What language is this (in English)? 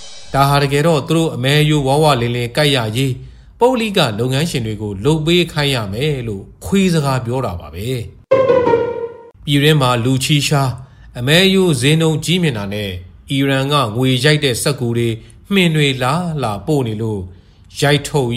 Burmese